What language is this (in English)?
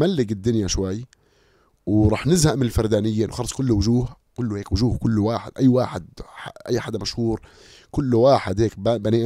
North Levantine Arabic